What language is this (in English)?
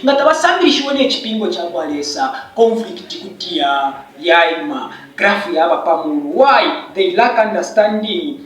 Bemba